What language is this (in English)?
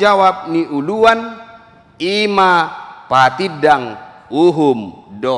Batak Toba